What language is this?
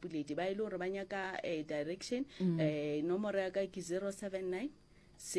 Northern Sotho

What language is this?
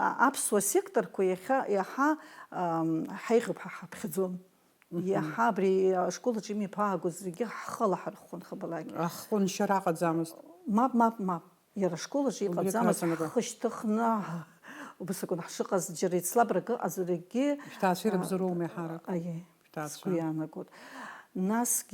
Abkhazian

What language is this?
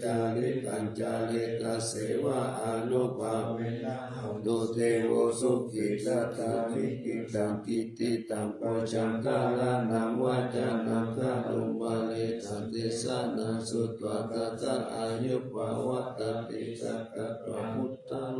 Pali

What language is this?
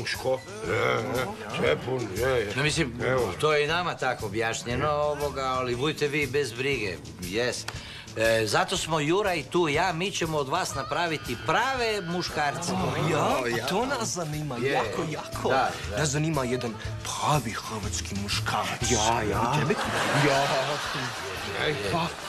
Croatian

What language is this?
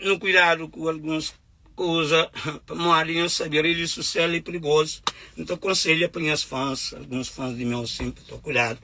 Kabuverdianu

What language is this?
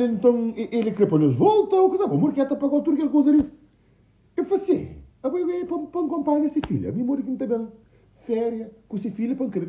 Kabuverdianu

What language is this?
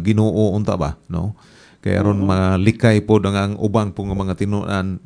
Cebuano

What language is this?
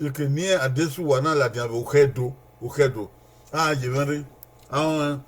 Bini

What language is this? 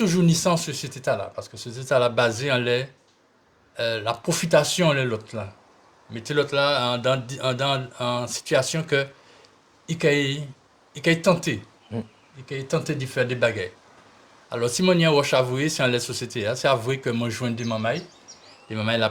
Guadeloupean Creole French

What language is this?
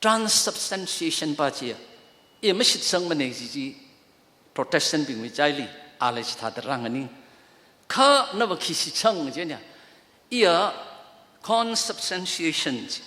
Tangkhul Naga (India)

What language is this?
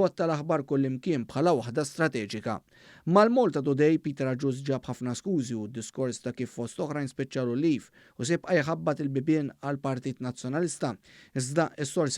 Maltese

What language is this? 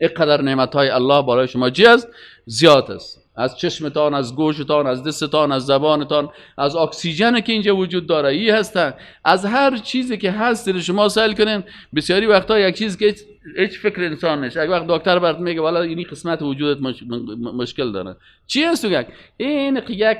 Persian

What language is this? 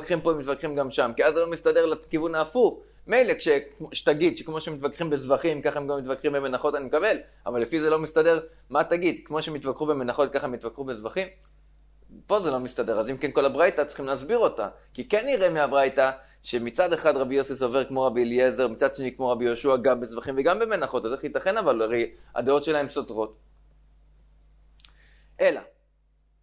Hebrew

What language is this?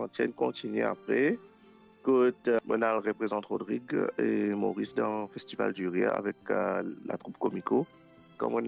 Morisyen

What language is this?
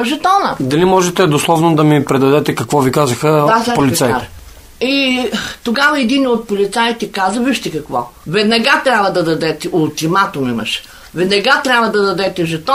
Bulgarian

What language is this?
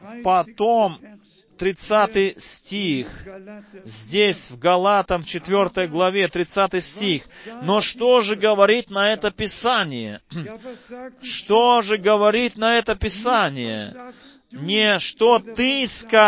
Russian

